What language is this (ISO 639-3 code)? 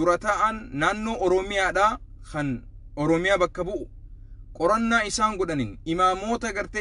orm